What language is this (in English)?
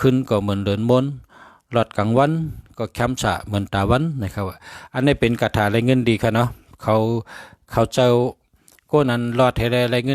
Shan